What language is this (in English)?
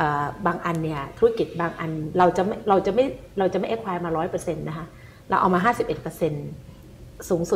Thai